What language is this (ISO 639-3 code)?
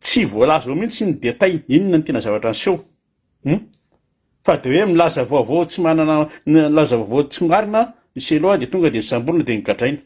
mlg